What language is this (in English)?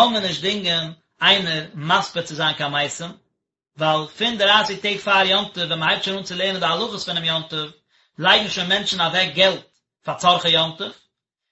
Yiddish